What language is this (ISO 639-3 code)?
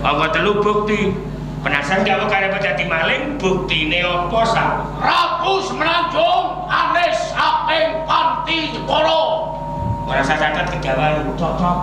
jav